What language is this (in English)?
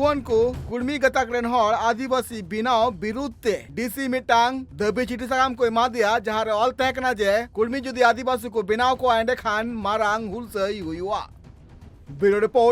Santali